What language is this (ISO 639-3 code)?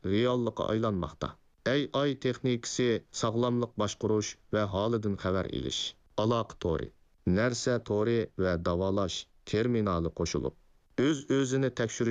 uig